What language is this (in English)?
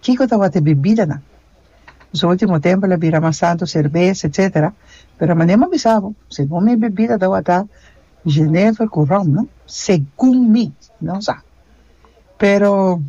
Papiamento